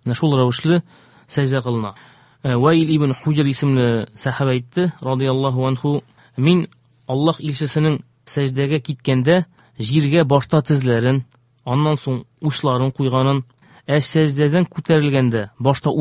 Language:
Tatar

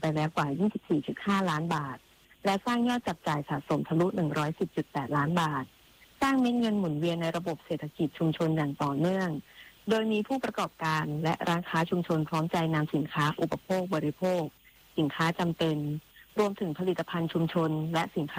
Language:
Thai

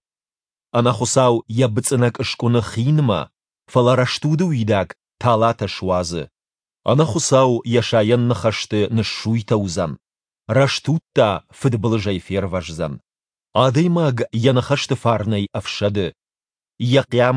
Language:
Ossetic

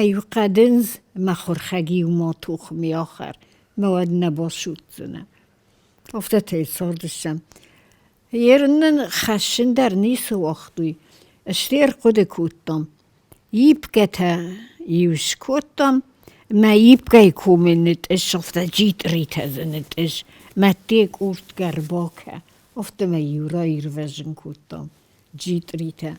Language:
Ossetic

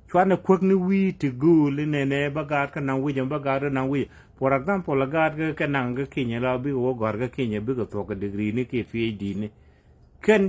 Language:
Nuer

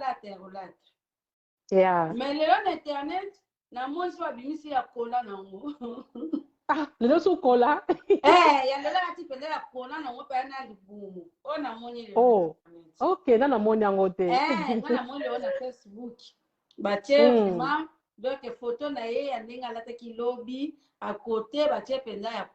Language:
Lingala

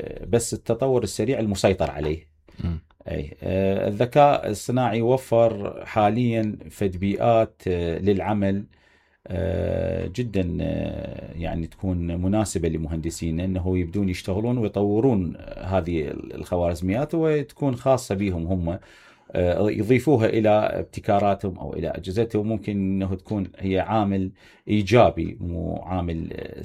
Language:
Mesopotamian Arabic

